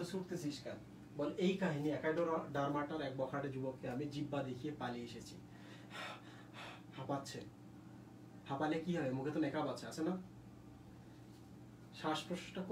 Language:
Bangla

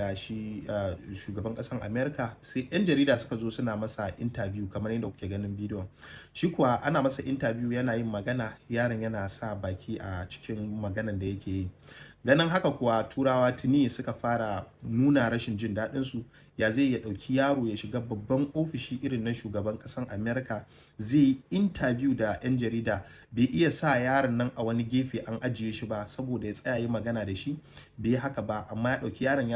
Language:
Hausa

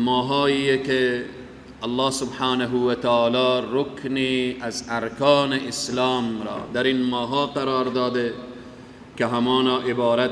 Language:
Persian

